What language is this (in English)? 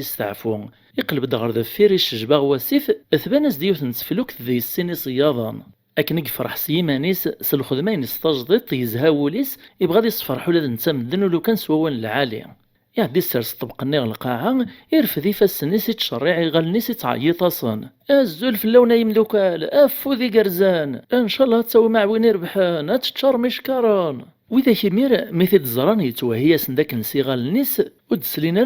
Kabyle